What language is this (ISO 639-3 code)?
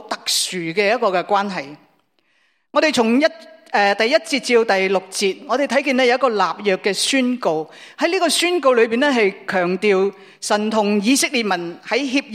yue